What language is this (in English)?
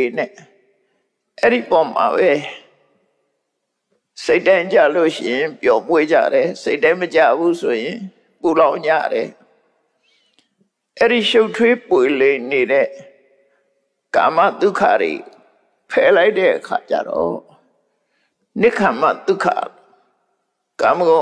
Burmese